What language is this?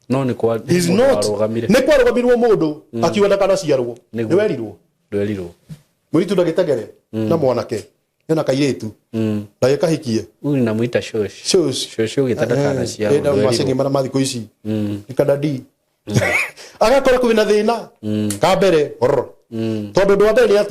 Kikuyu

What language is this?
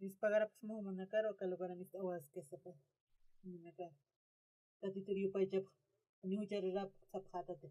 Aymara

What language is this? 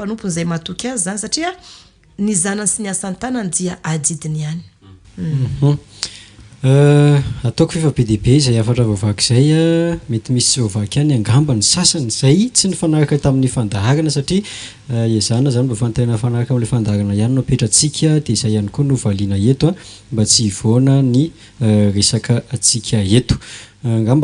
Malagasy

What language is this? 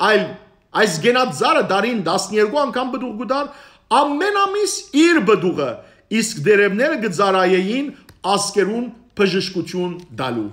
Western Armenian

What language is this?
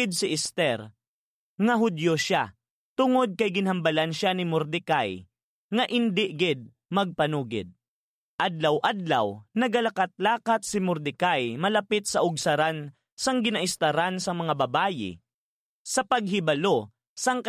Hiligaynon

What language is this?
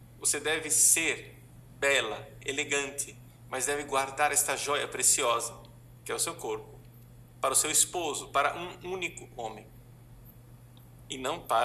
Portuguese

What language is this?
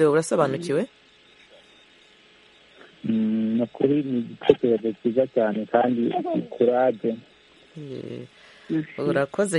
Kinyarwanda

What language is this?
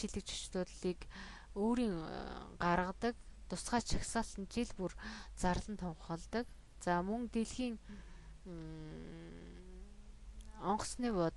Mongolian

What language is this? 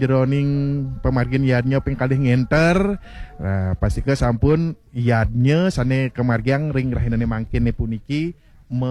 Balinese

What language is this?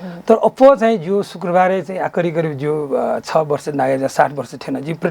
Newari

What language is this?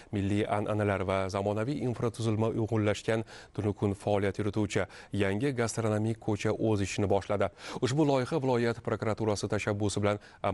Uzbek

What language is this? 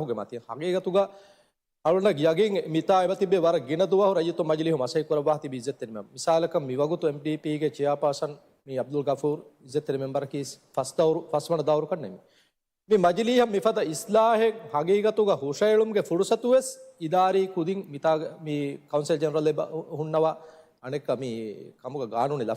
Divehi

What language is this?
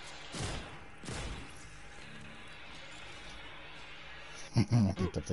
English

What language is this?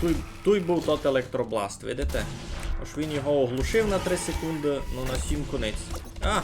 Rusyn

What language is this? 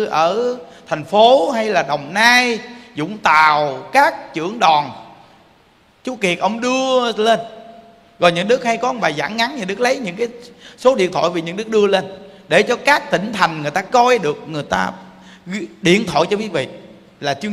Vietnamese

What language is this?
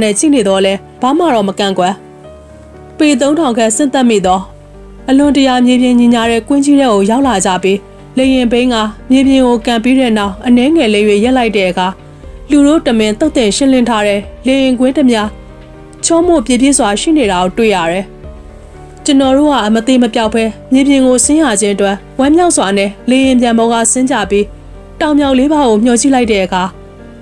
Burmese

